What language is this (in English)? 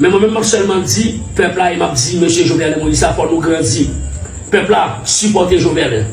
Haitian Creole